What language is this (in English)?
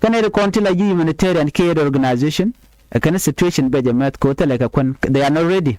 Nuer